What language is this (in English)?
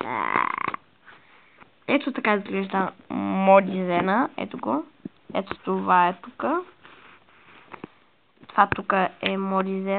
Bulgarian